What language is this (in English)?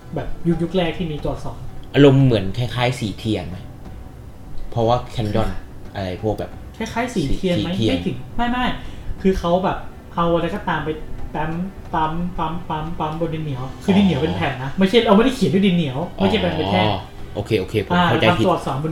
Thai